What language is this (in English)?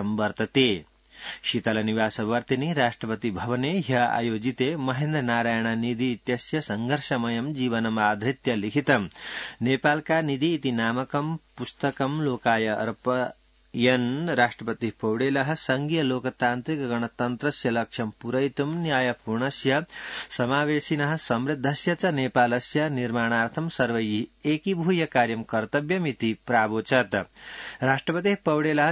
Sanskrit